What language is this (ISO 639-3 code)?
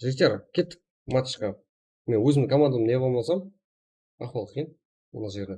kaa